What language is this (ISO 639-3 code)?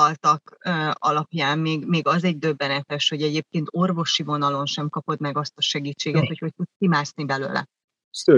hun